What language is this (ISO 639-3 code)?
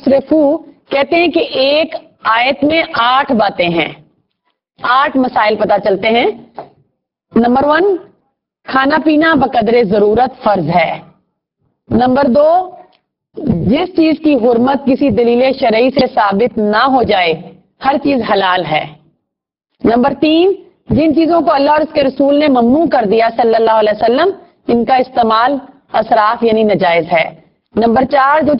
urd